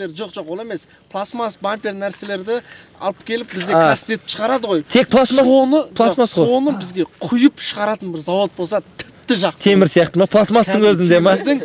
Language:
Kazakh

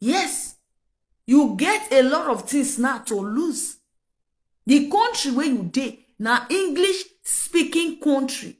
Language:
Nigerian Pidgin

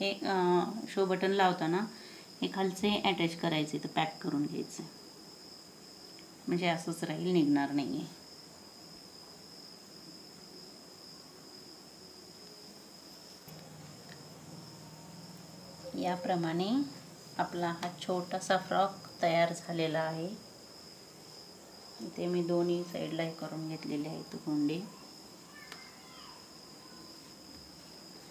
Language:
Marathi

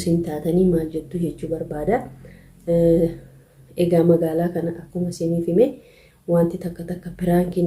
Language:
Oromo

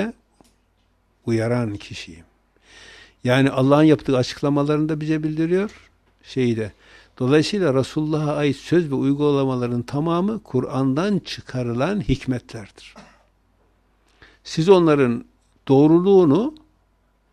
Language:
Turkish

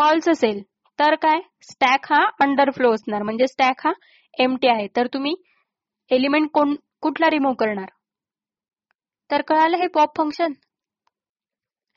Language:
Marathi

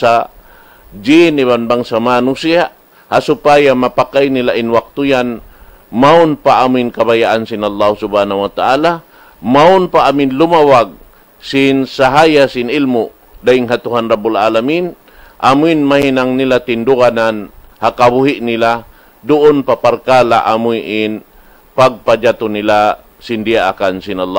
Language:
Tausug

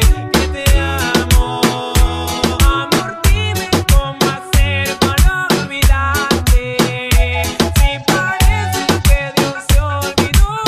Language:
Spanish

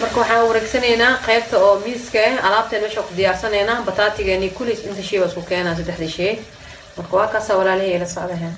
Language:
Somali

